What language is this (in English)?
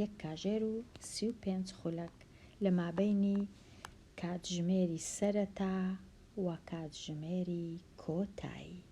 Central Kurdish